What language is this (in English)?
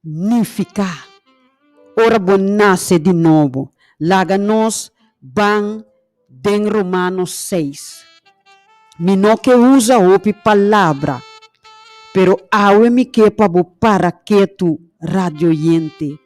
Papiamento